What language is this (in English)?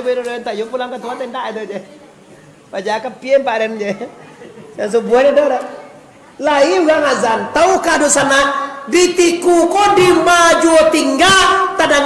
Minangkabau